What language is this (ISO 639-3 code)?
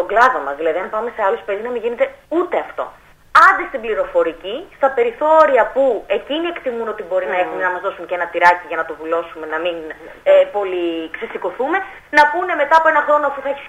ell